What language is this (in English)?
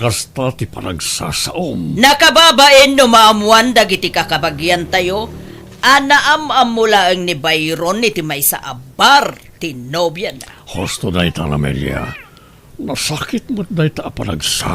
Iloko